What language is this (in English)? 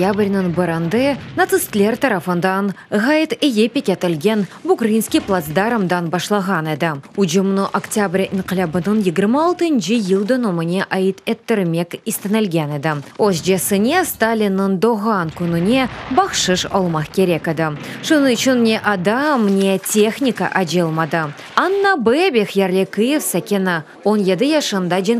Crimean Tatar